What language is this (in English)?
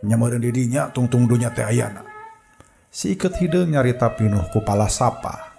Sundanese